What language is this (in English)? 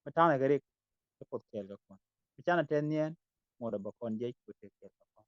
Nuer